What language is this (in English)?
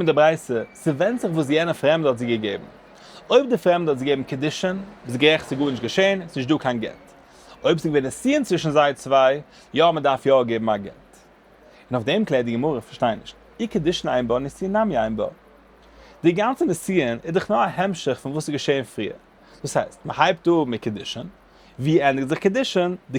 Yiddish